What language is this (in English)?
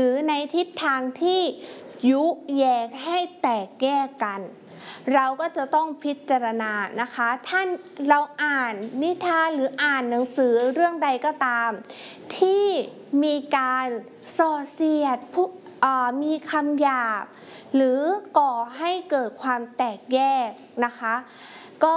Thai